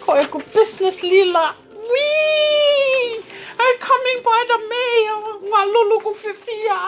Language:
Tongan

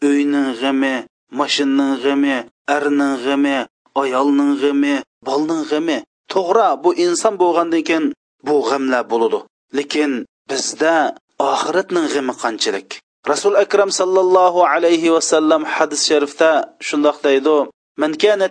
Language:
Uyghur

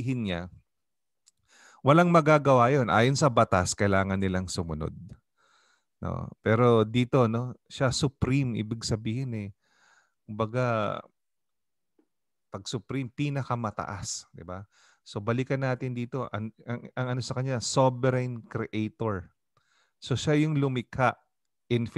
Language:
Filipino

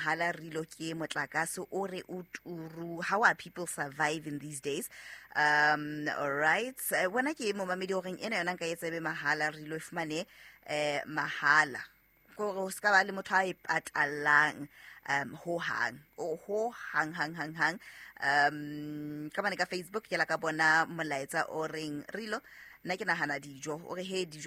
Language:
Southern Sotho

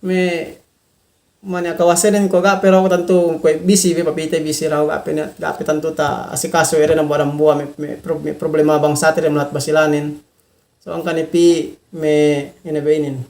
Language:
Yakan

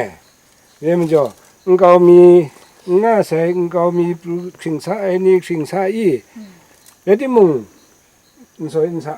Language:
Kachin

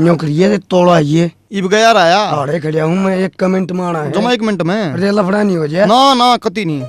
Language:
Haryanvi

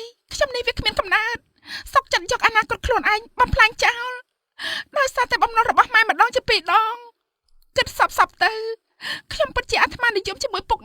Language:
Khmer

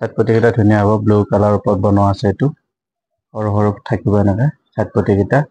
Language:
Assamese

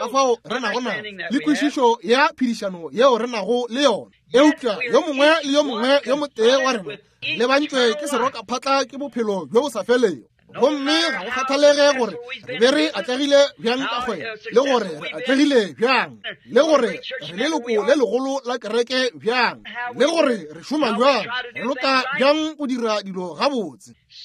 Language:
Northern Sotho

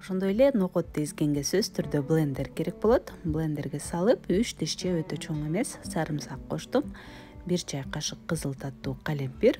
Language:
Kyrgyz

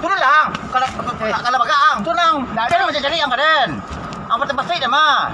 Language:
Minangkabau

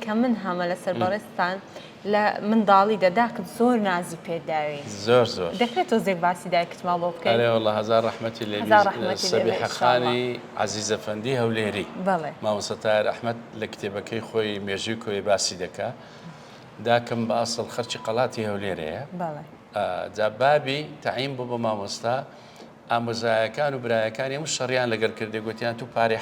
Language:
Central Kurdish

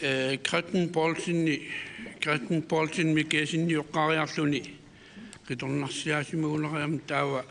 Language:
Kalaallisut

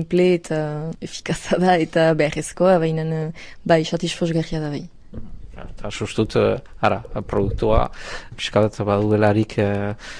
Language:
Basque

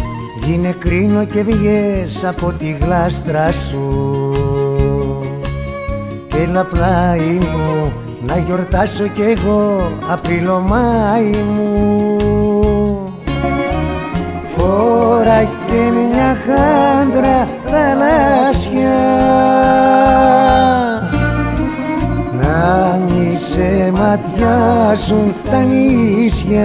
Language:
Greek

